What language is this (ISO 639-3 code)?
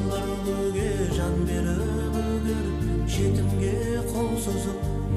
kaa